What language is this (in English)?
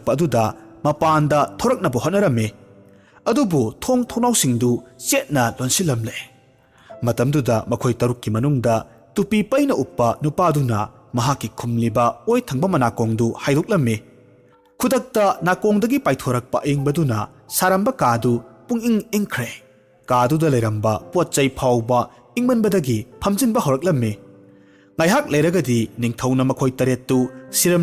Manipuri